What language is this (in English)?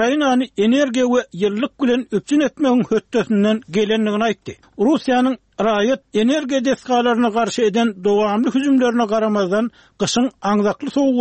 Turkmen